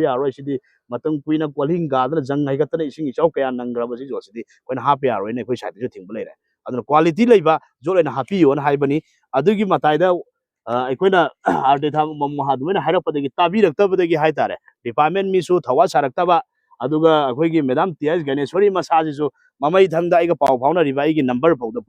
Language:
Manipuri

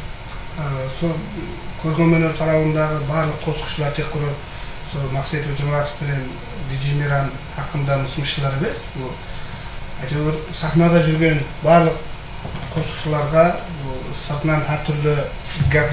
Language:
Kara-Kalpak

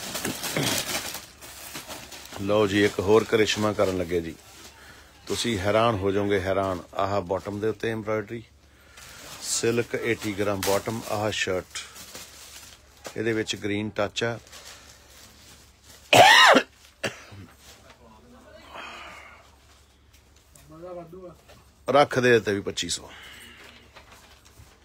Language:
Punjabi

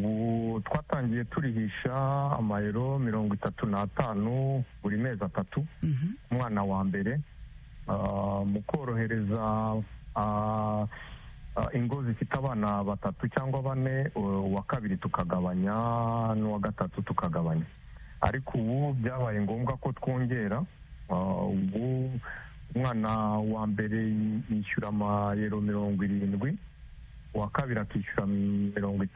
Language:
Kinyarwanda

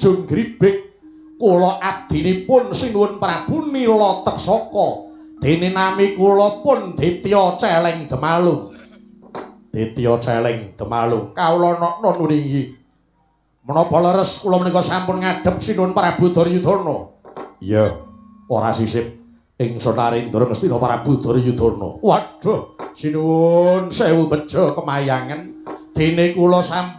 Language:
Javanese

